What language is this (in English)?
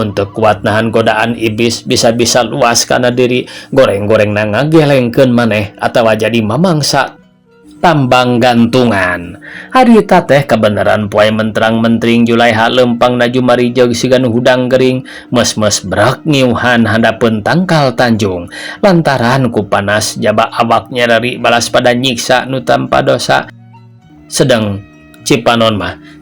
Sundanese